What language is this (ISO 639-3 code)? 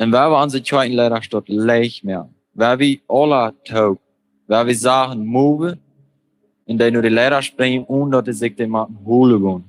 pdt